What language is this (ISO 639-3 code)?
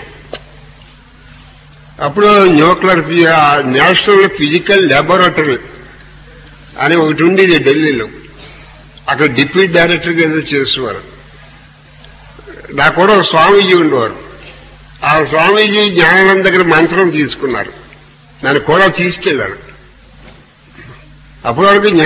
tel